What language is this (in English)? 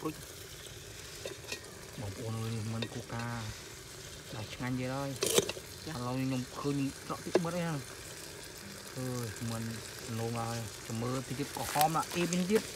Vietnamese